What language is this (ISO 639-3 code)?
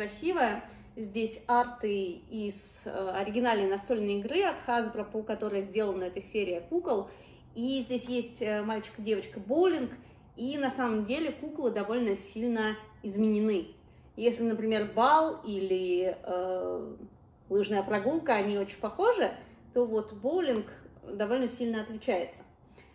rus